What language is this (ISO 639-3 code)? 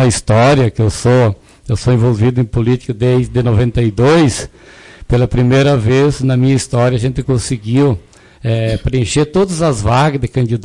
por